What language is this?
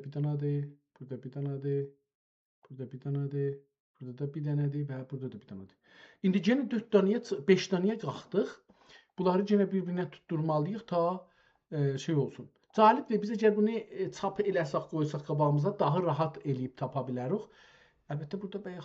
South Azerbaijani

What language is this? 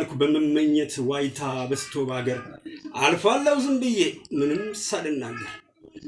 Amharic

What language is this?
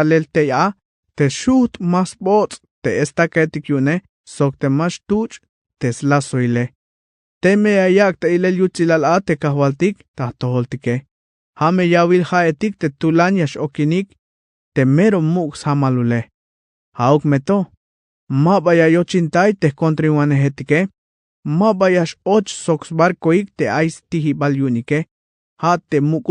Tzeltal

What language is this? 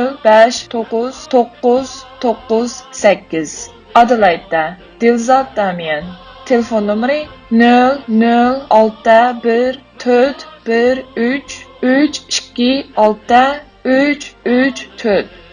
Uyghur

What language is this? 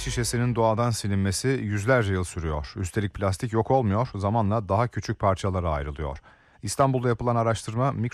Turkish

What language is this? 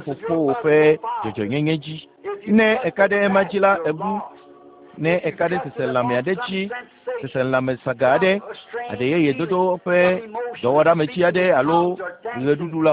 Ewe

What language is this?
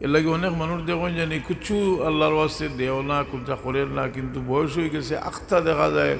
Sylheti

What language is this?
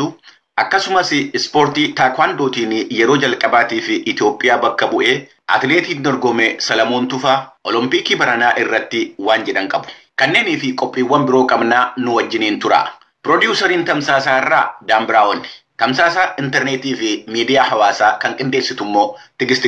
Oromo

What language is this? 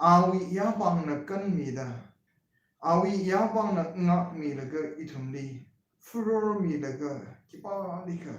Tangkhul Naga (India)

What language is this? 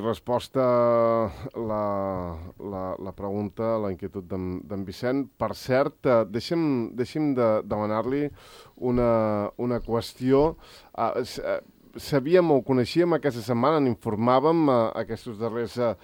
Catalan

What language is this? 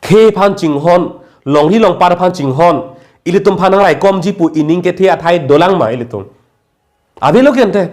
Karbi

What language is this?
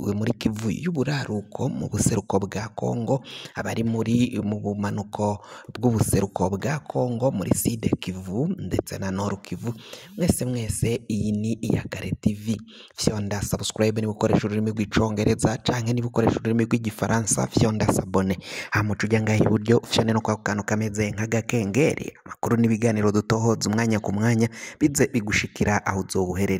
Rundi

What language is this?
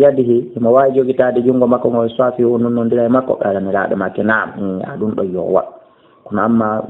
Fula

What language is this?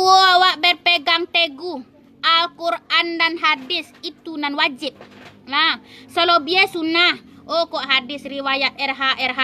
Minangkabau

